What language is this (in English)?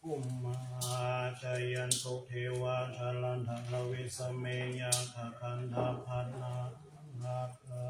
Pali